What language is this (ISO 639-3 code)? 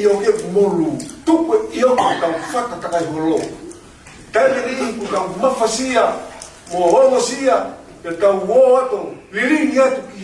ton